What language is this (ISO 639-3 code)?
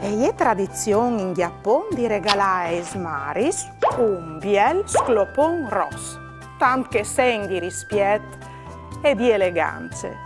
fur